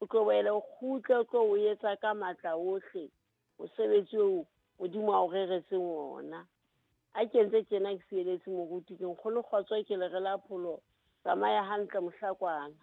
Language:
Southern Sotho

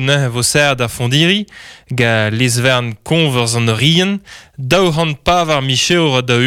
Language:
Breton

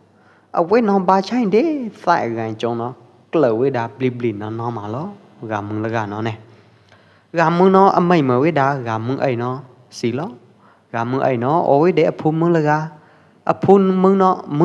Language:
Pwo Eastern Karen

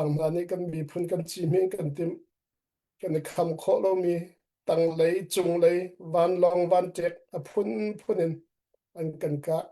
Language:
Hakha Chin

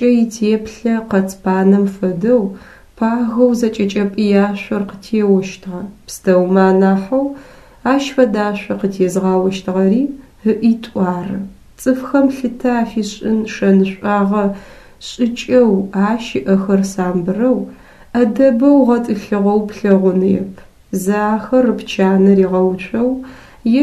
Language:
Adyghe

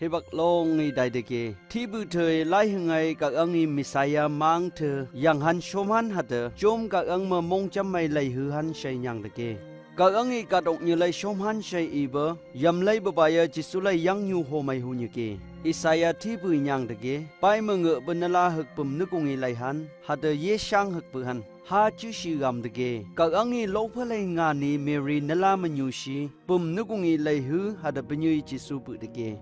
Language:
Phom Naga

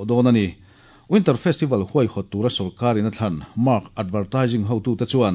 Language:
Mizo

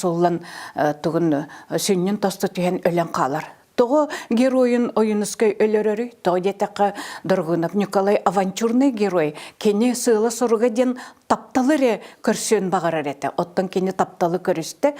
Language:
Yakut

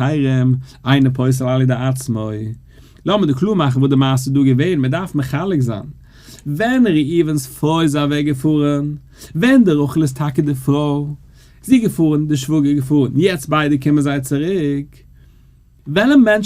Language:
Yiddish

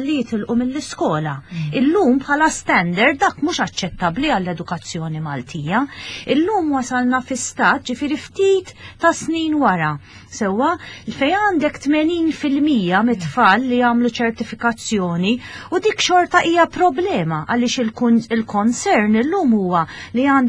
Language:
Maltese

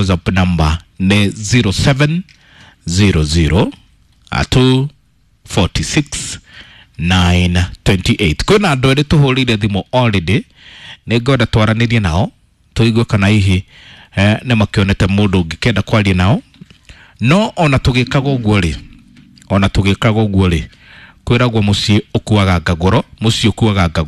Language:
Kikuyu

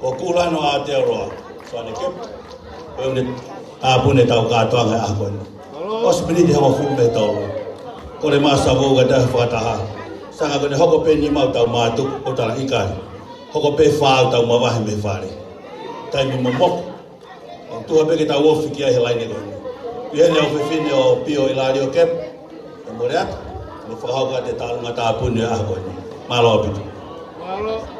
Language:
Tongan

